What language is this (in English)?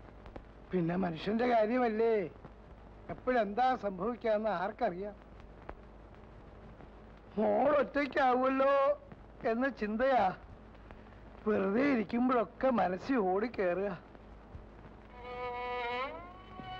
Malayalam